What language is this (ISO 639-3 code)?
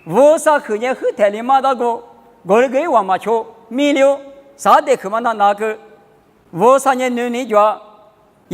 lis